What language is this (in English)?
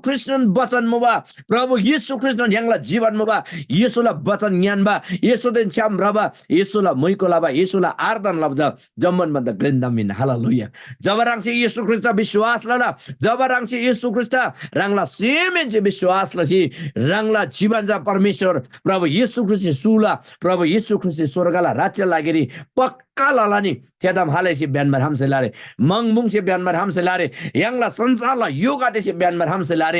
Eastern Tamang